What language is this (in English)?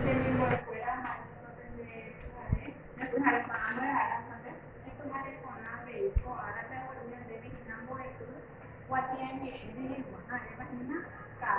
Guarani